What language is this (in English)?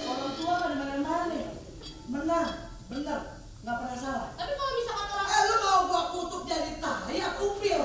Betawi